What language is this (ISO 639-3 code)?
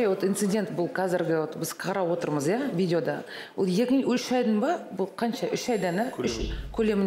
kaz